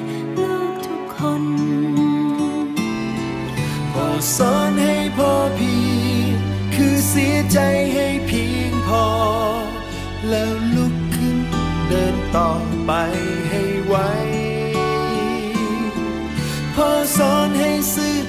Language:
Thai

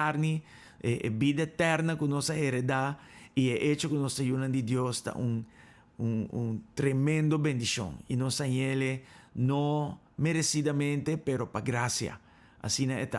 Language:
Papiamento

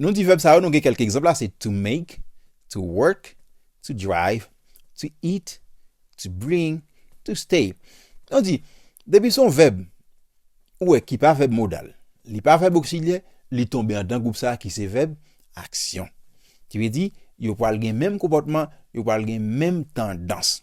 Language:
Haitian Creole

